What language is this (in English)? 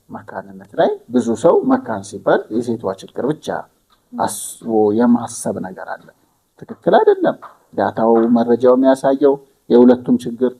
Amharic